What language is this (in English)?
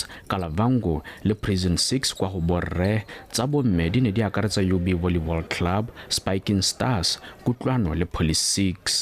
Tswana